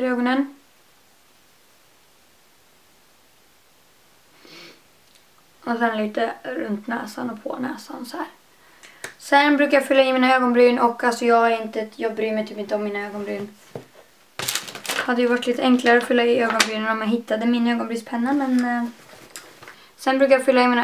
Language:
Swedish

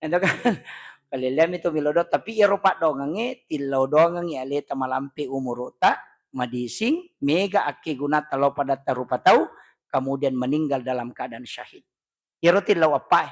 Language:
Buginese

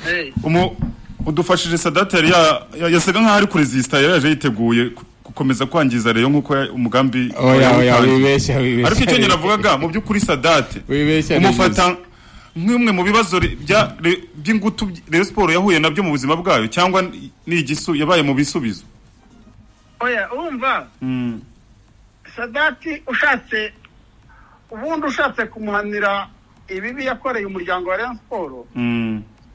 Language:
Kinyarwanda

